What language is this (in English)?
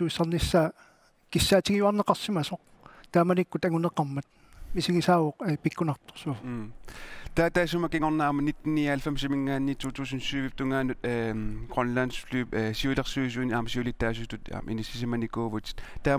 Kalaallisut